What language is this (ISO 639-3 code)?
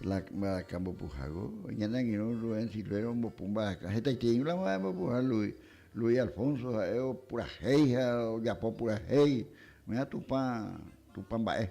grn